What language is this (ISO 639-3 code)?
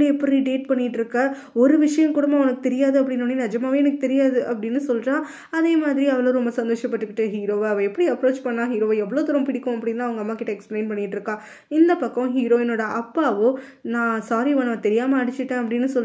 tam